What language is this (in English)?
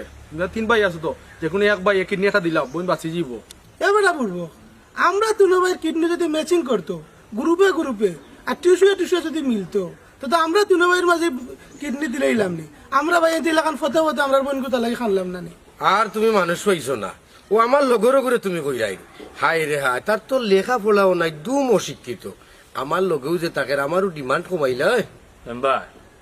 Sylheti